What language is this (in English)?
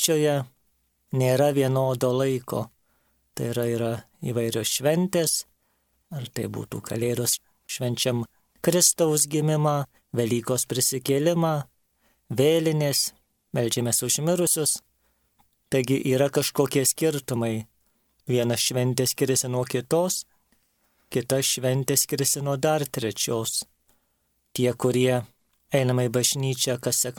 Lithuanian